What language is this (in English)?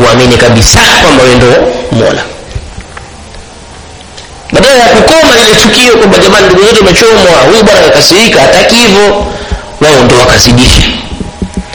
Swahili